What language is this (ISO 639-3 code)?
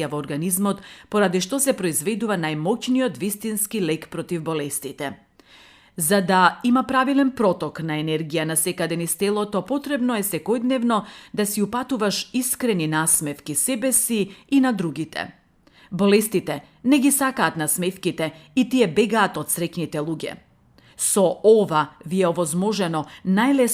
mkd